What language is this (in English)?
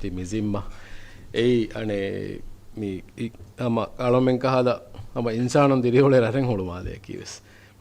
Divehi